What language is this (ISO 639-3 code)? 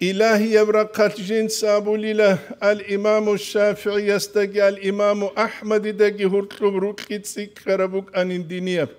ava